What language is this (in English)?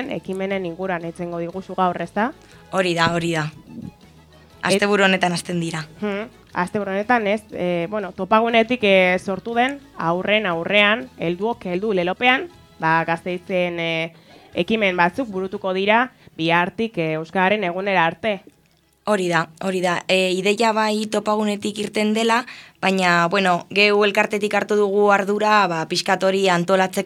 Basque